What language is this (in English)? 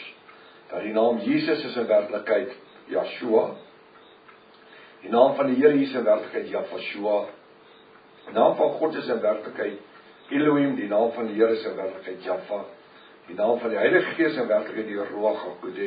Afrikaans